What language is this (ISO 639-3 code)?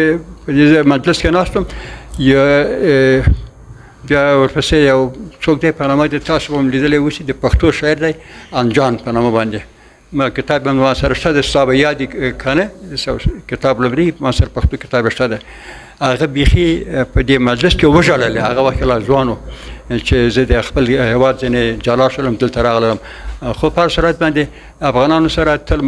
pus